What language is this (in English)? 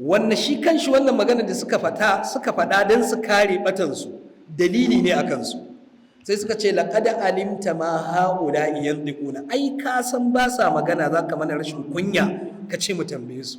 Hausa